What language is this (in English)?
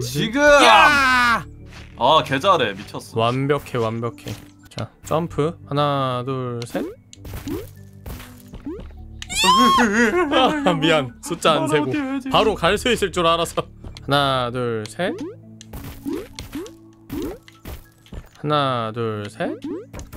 Korean